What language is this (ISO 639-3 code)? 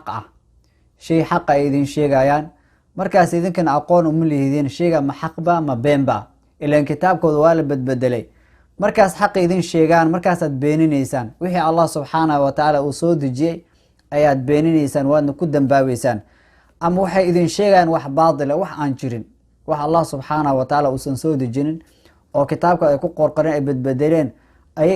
som